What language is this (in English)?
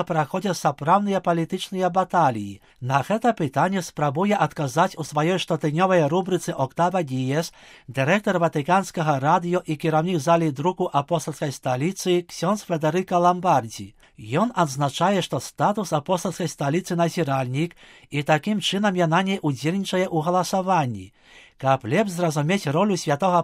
Belarusian